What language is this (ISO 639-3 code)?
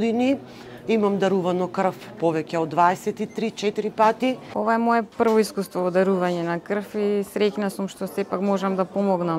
mkd